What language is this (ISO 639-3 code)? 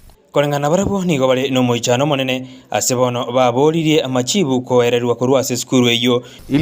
guz